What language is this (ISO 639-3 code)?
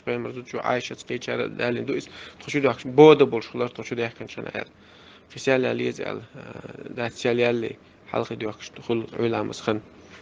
che